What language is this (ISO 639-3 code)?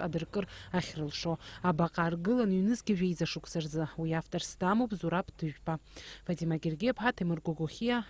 abk